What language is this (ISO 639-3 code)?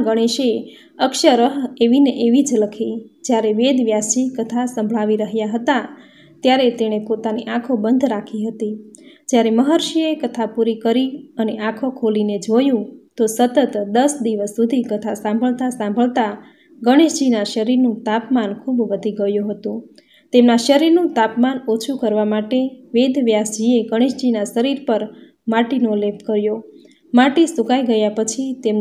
guj